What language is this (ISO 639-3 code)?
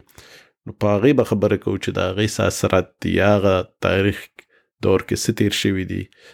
pus